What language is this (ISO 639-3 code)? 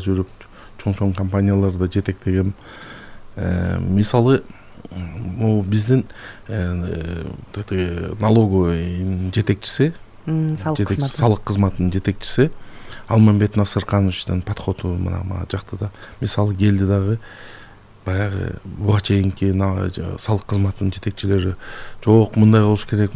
kir